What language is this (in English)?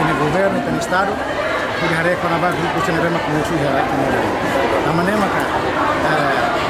Tetum